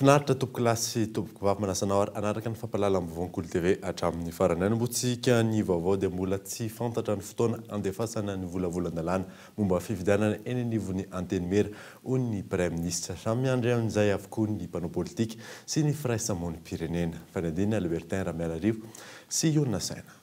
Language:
Malagasy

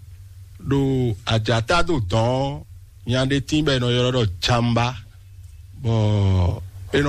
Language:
Fon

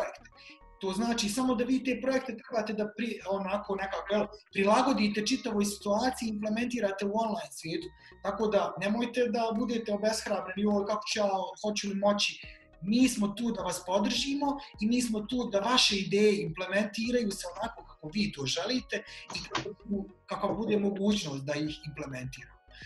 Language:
Bosnian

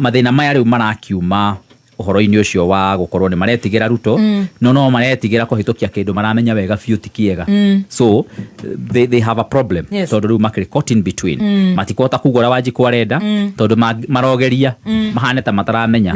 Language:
Kikuyu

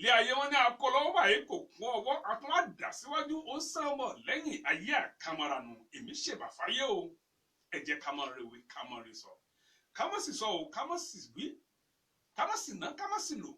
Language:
Yoruba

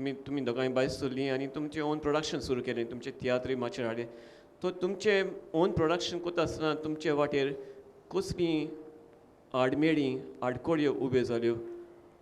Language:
Konkani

